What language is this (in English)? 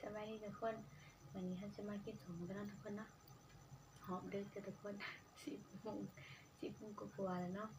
Northeastern Thai